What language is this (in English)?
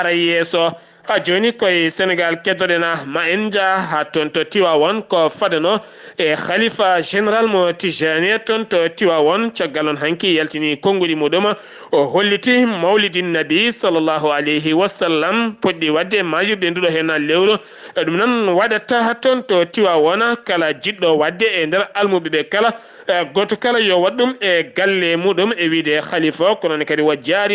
Fula